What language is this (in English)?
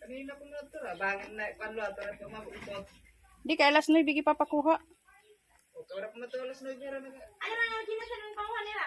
Waray